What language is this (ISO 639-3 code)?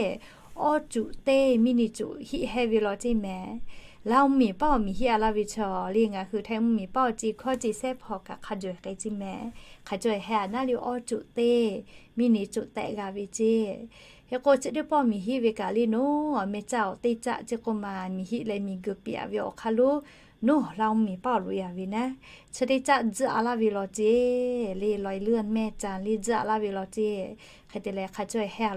lhu